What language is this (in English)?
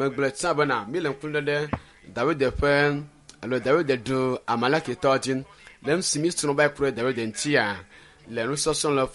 Ewe